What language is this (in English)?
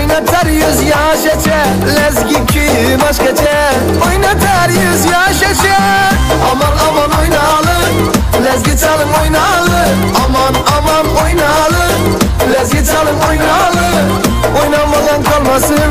Kara-Kalpak